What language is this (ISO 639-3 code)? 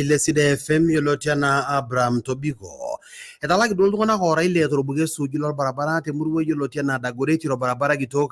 mas